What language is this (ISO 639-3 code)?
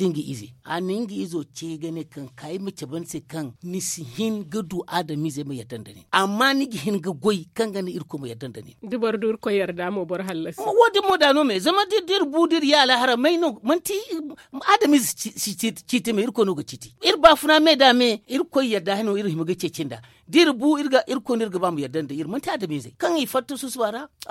dje